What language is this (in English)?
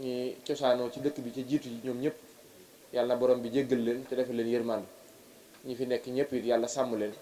Wolof